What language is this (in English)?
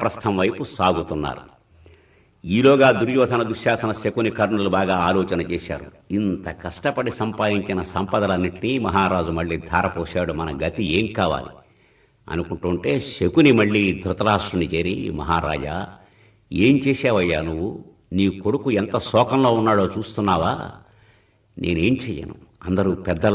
Telugu